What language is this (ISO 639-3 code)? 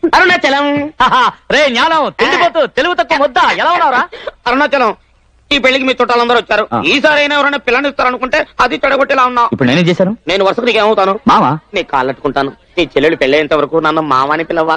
tel